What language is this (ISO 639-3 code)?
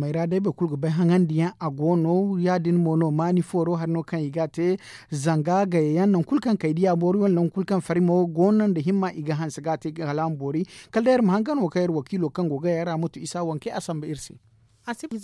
dje